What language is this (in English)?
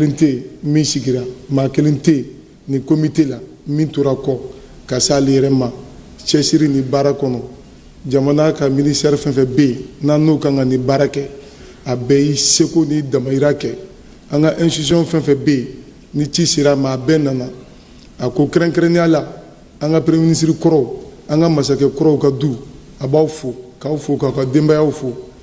Bambara